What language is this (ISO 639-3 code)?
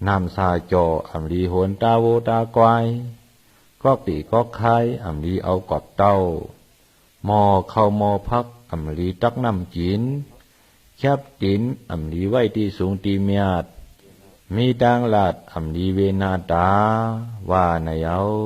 shn